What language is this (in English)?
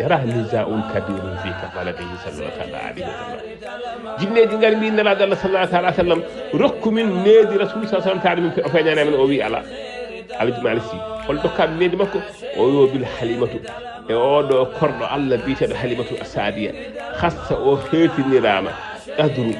Fula